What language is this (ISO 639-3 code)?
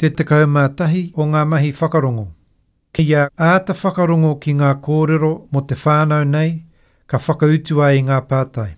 mri